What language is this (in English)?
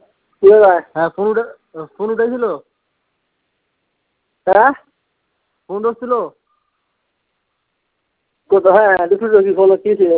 Bangla